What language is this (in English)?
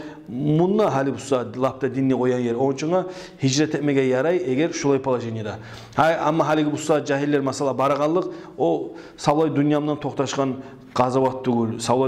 Kumyk